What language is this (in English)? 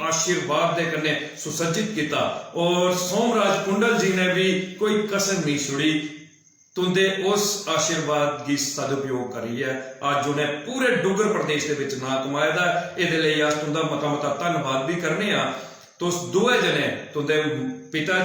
Dogri